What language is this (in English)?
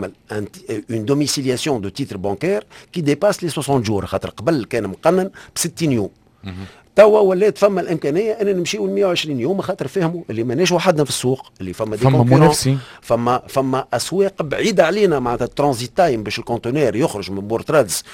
Tunisian Arabic